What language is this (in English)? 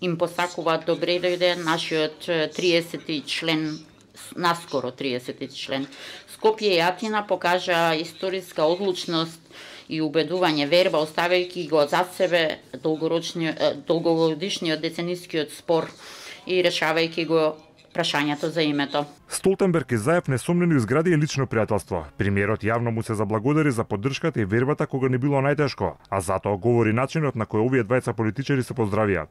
Macedonian